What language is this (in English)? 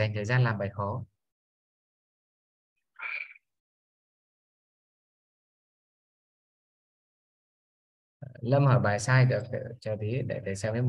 Vietnamese